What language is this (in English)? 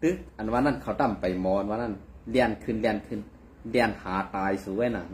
Shan